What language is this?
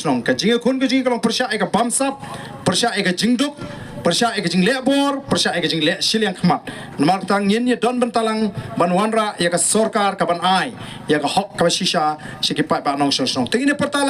Khasi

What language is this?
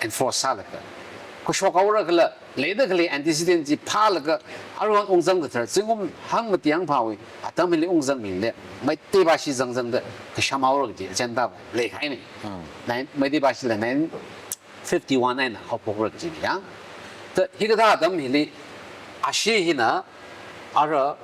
Tangkhul Naga (India)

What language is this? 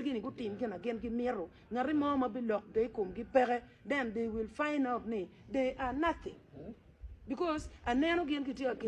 Acoli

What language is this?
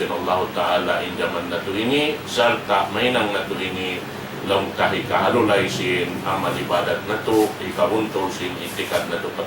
Tausug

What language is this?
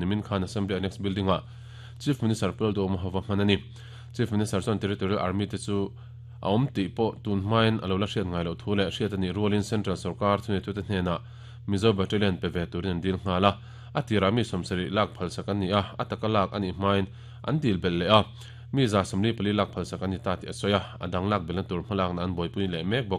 Mizo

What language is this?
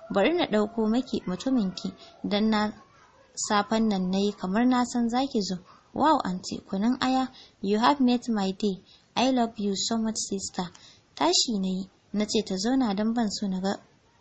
Hausa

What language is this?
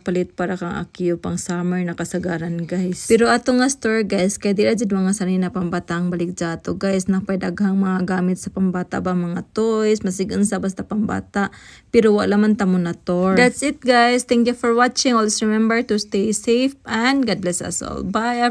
Cebuano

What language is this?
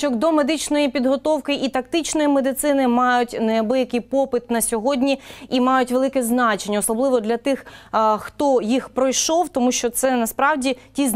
Ukrainian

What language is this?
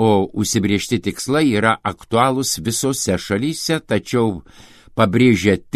Lithuanian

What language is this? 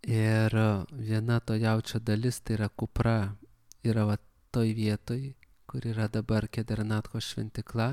Lithuanian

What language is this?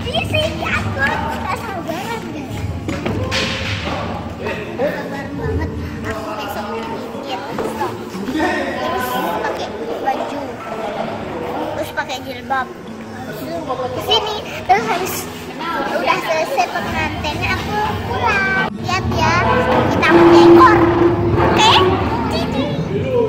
Indonesian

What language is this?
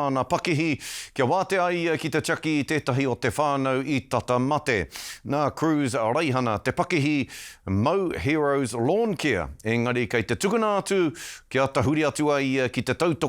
Māori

